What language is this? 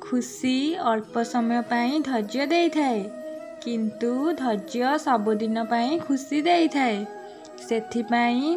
Odia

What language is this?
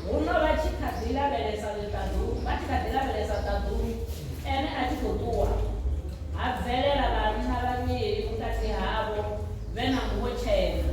Venda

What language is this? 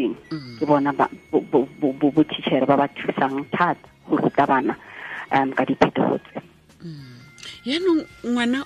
Tswana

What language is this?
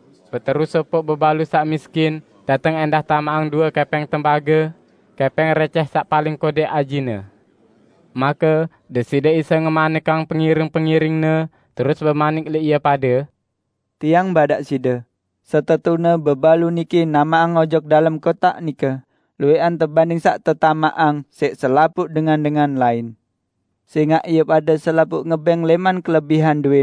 Sasak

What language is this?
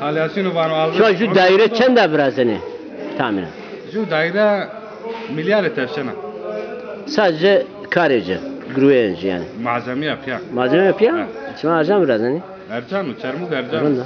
Zaza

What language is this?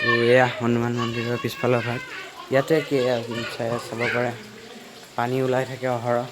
Assamese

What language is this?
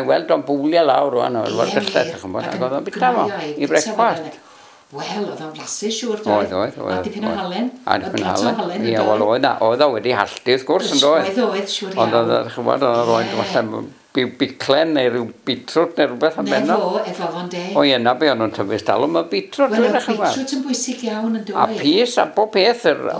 Welsh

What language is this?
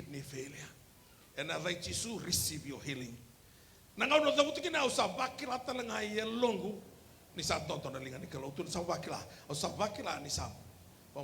Fijian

